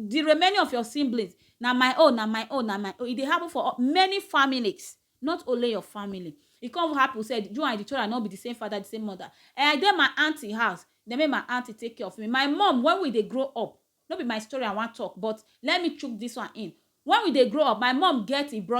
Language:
Nigerian Pidgin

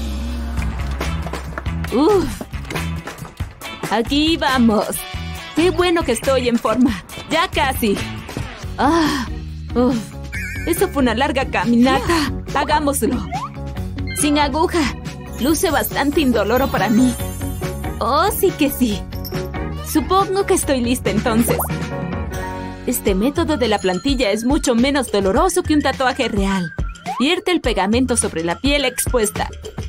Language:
Spanish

